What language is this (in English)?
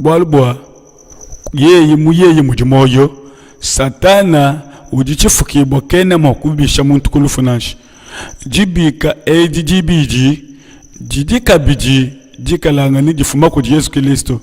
Luba-Lulua